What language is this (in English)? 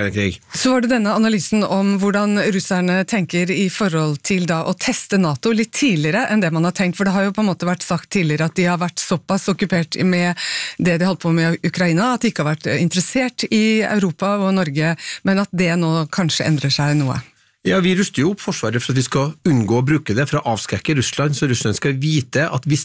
Norwegian